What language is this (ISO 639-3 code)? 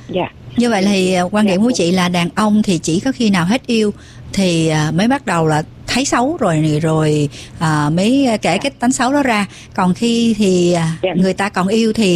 vie